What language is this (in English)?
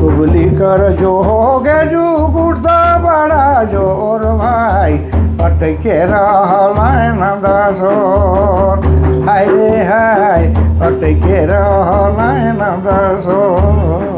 Sadri